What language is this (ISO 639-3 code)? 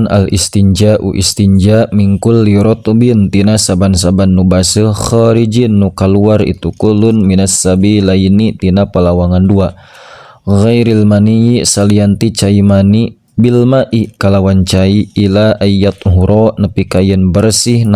sun